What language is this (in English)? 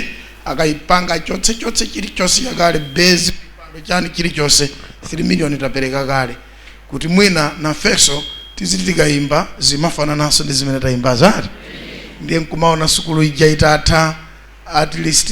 Nyanja